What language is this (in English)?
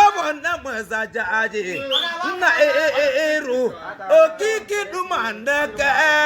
Igbo